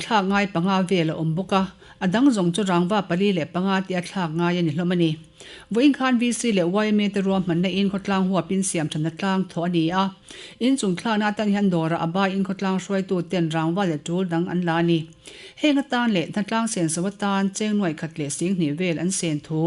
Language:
Mizo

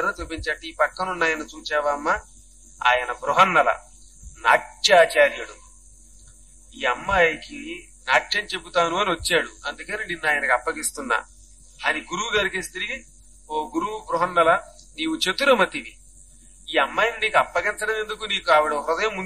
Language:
Telugu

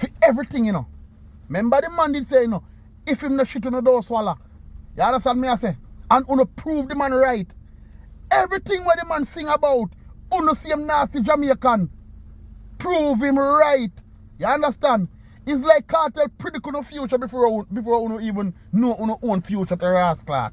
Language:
Jamaican Creole English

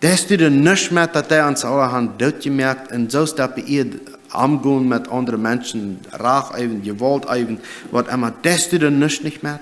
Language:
Plautdietsch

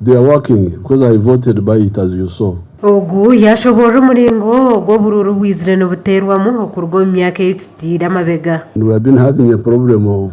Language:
Nyankole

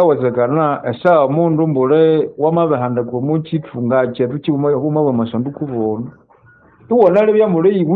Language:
Nande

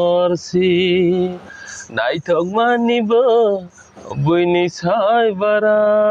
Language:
Kok Borok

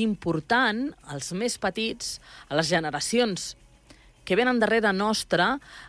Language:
Catalan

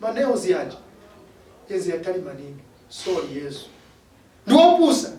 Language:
Nyanja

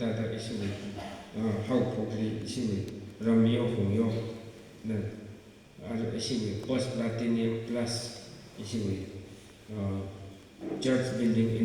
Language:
Tangkhul Naga (India)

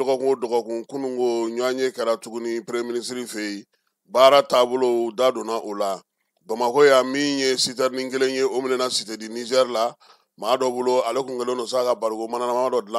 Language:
Bambara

